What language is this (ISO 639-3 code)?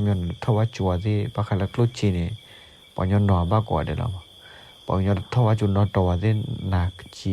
ksw